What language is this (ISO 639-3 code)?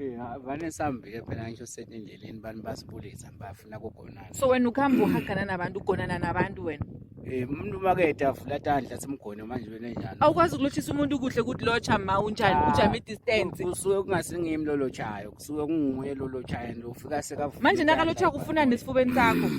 zul